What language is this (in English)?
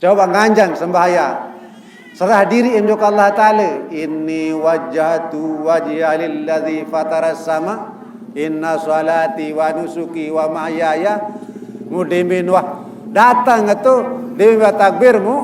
Sasak